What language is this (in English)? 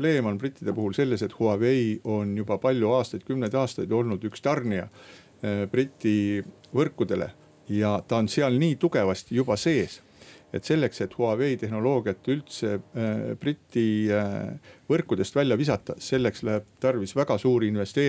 Estonian